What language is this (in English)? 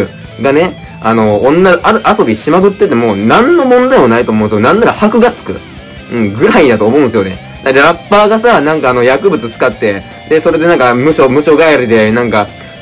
Japanese